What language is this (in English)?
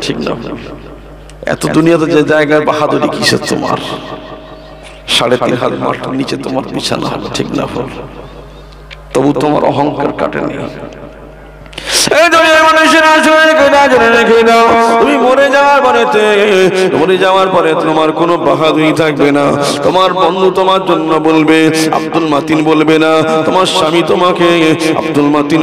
Bangla